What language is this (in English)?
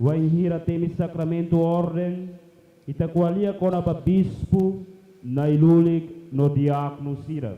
Tetum